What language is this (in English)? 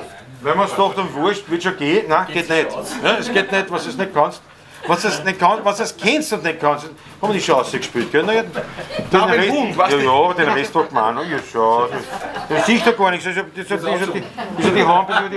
Bavarian